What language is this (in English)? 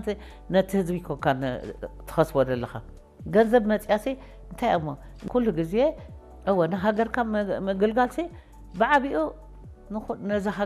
Tigrinya